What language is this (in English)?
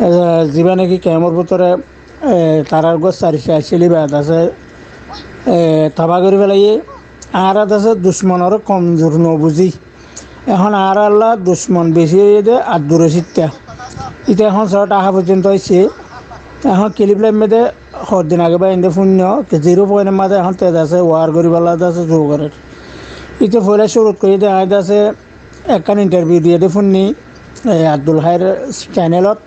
Rohingya